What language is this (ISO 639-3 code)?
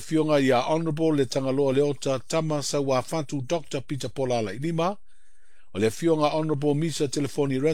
smo